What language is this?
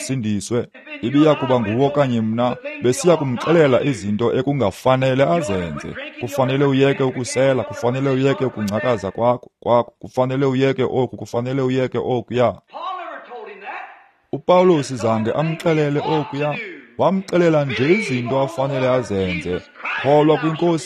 Xhosa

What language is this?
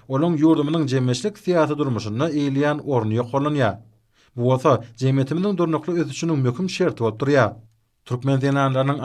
Turkmen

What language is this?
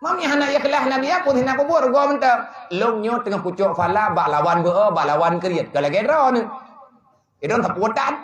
Achinese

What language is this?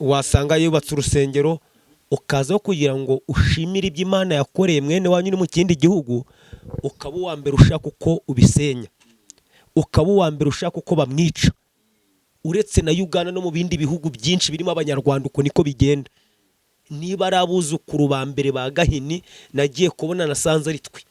Kinyarwanda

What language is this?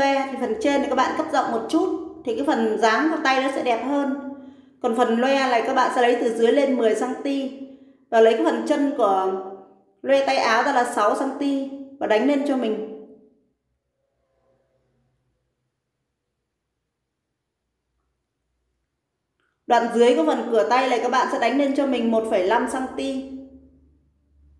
Vietnamese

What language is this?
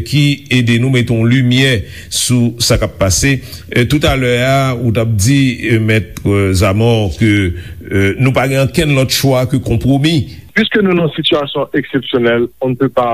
Haitian Creole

